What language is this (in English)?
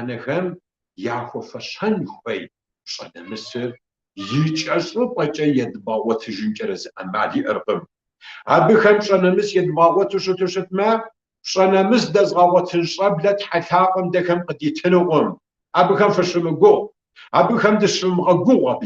Kabardian